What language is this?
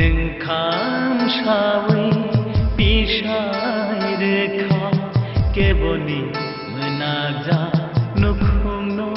Kok Borok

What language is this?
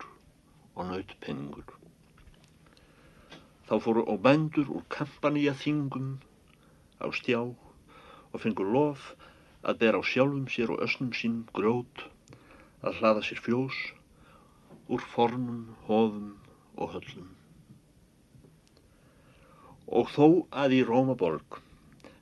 Icelandic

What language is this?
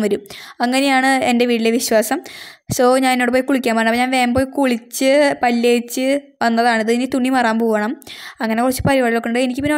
Malayalam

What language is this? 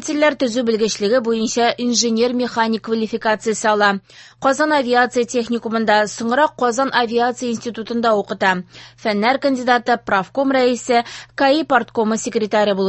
Tatar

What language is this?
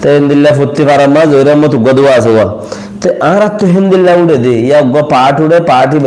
Rohingya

